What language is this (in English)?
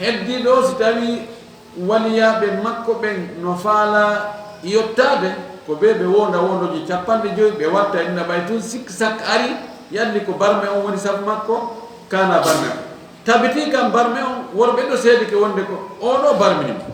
Fula